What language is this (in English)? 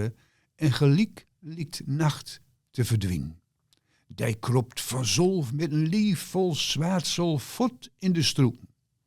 Gronings